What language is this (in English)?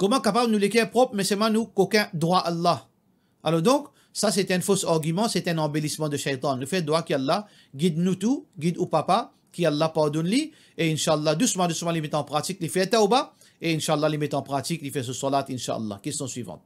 Morisyen